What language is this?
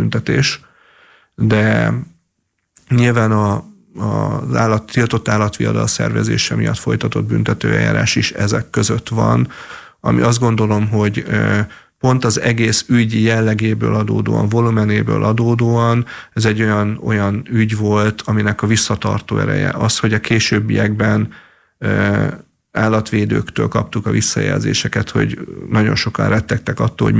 Hungarian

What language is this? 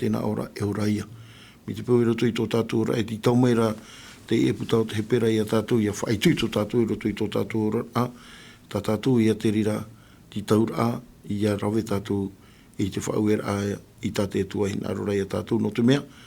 Tahitian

